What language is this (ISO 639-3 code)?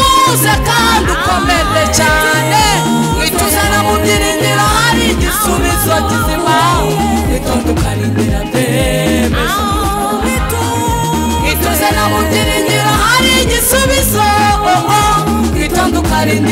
kin